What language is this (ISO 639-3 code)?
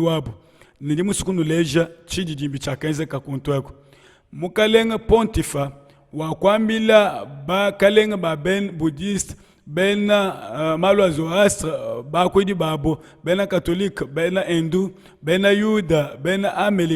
lua